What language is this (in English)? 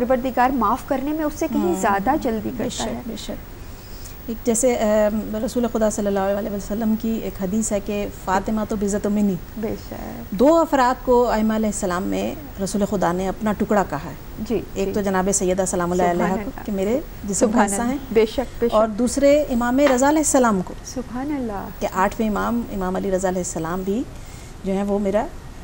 Urdu